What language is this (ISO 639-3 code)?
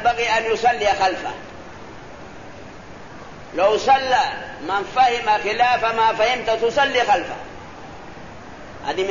ara